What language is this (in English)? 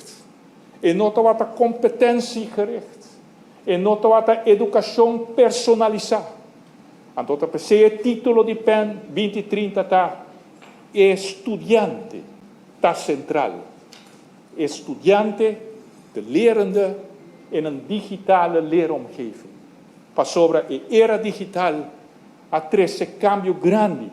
Papiamento